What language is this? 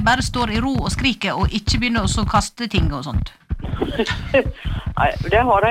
Norwegian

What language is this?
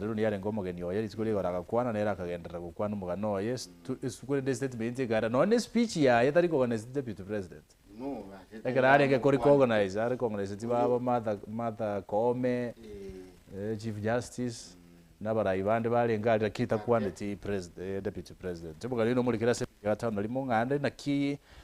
Gusii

